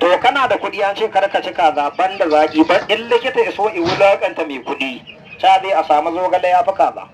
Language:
Hausa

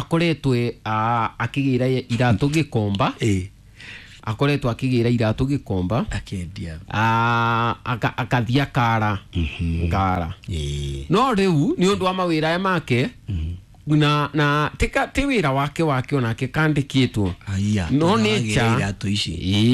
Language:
Kikuyu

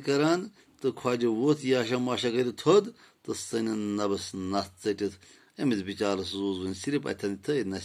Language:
Kashmiri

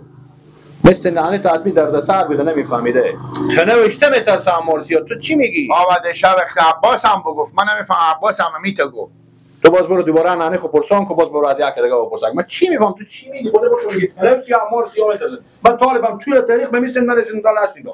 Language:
Persian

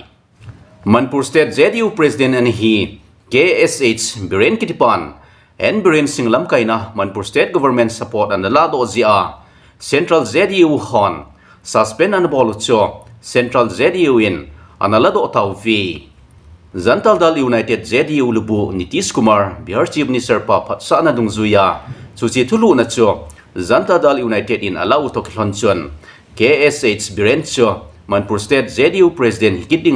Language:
Thado Chin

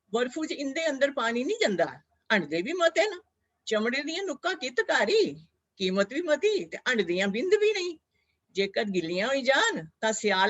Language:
Dogri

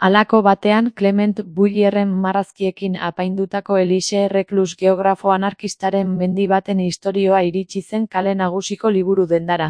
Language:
Basque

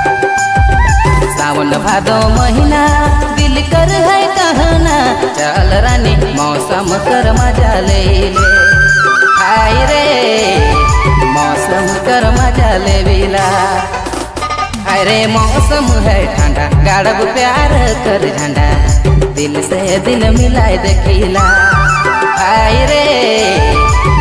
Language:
Bhojpuri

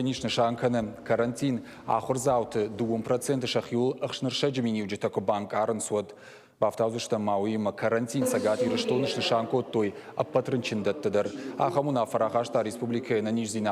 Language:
Ossetic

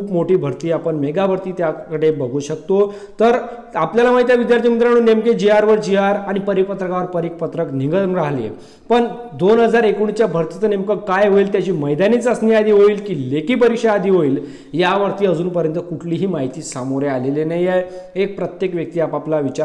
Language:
Marathi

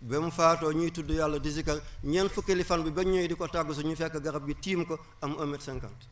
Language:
Wolof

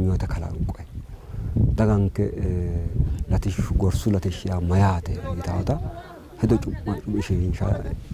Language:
Sidamo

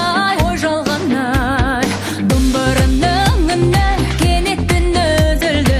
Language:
Kazakh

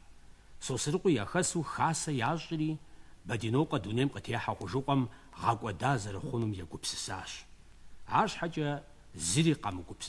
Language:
Kabardian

